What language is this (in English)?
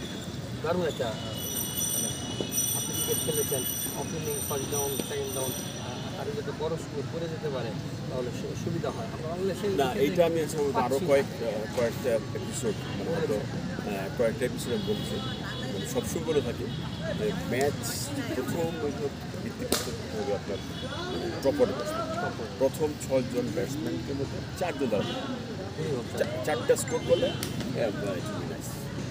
Bangla